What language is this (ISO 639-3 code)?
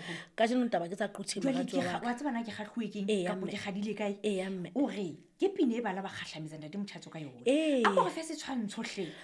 sot